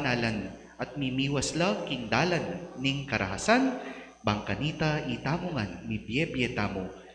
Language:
Pampanga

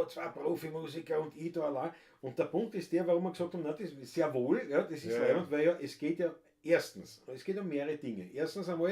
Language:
Bavarian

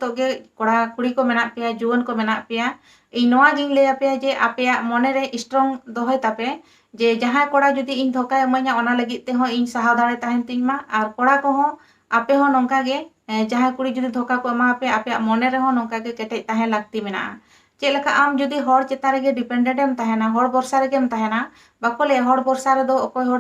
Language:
Santali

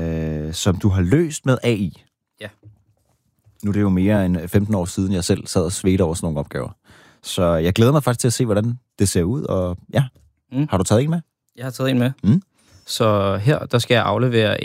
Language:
Danish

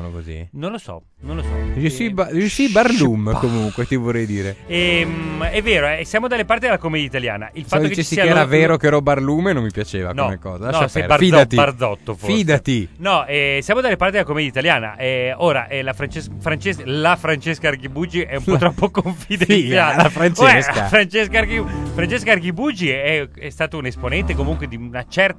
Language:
Italian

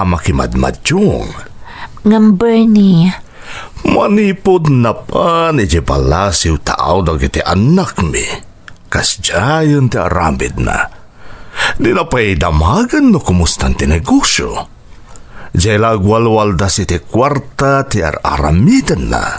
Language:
Iloko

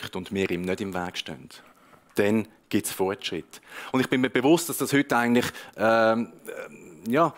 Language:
Swiss German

